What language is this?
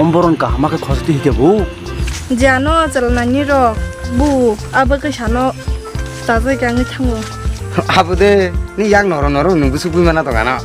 Kok Borok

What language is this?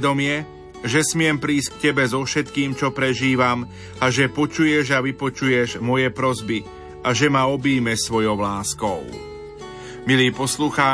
Slovak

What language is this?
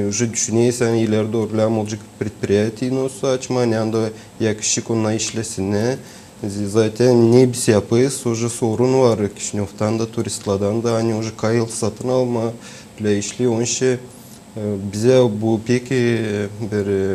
Gagauz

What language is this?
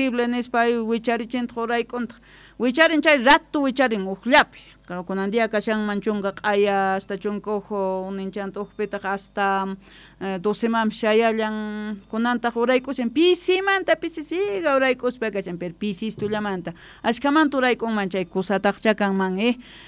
Quechua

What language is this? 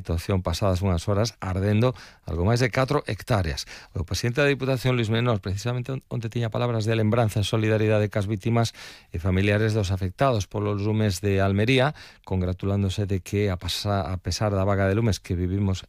Galician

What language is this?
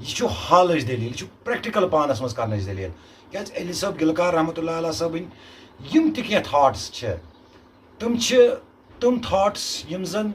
Kashmiri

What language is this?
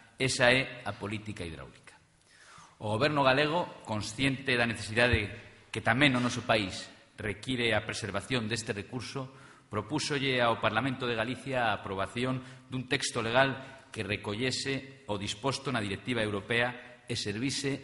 Galician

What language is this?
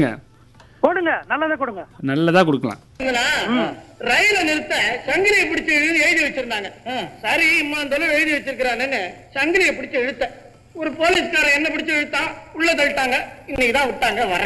Tamil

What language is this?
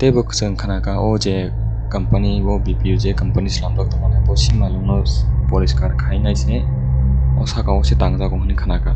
Kok Borok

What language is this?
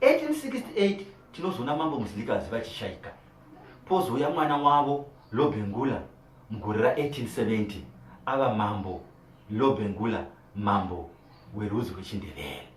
Shona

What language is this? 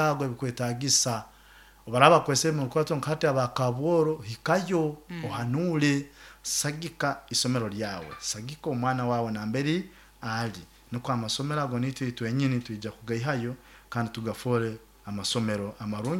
Nyoro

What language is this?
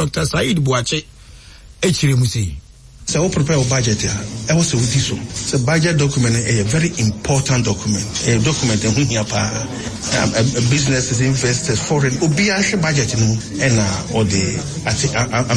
Akan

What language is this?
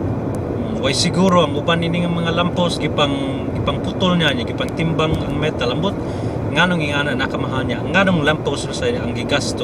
Cebuano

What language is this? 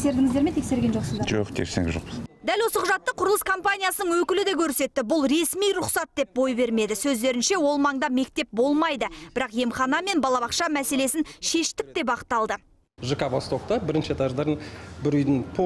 Kazakh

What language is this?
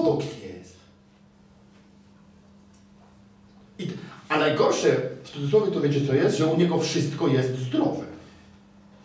Polish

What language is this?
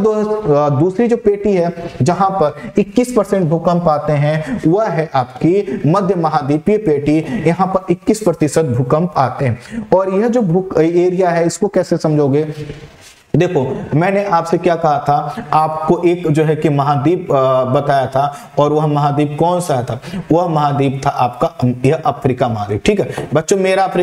Hindi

